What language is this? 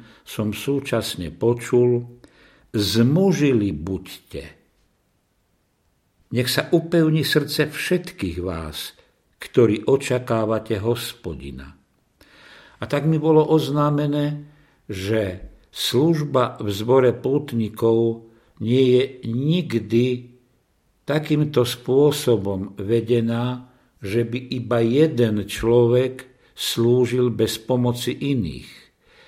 Slovak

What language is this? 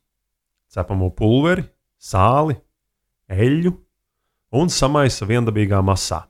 Latvian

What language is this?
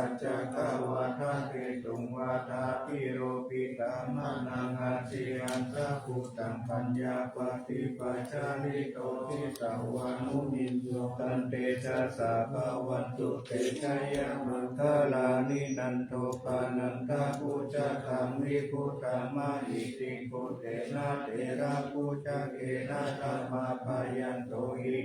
Pali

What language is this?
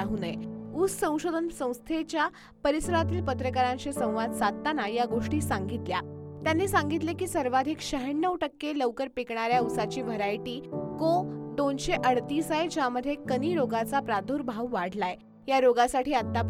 Marathi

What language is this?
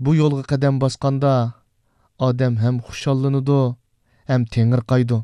Uyghur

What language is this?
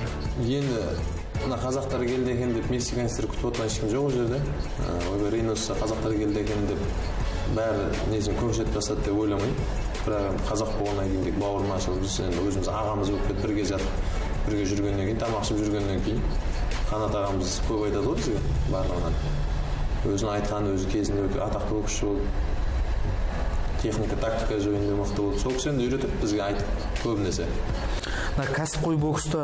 Kazakh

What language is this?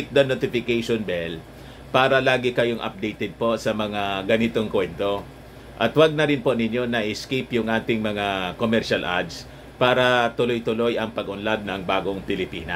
Filipino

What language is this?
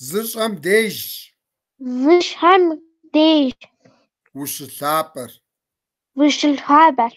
Kabardian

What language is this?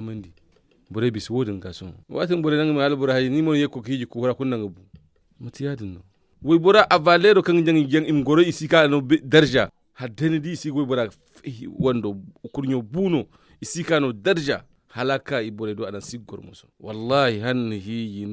Zarma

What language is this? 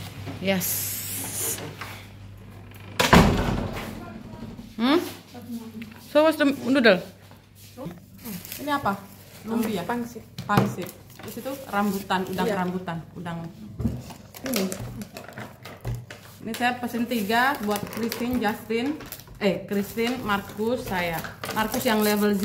Indonesian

